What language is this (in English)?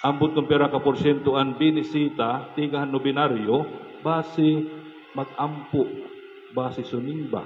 Waray